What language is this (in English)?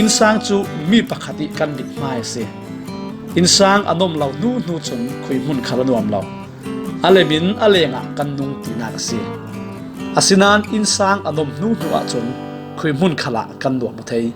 Falam Chin